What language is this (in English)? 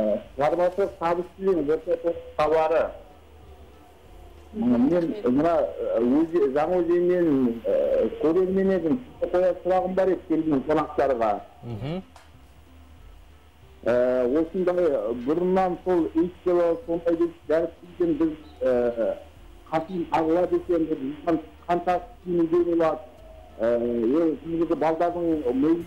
Kazakh